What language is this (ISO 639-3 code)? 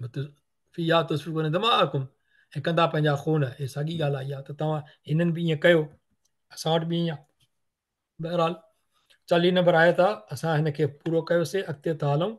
snd